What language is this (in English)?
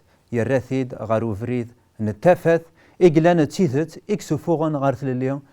Kabyle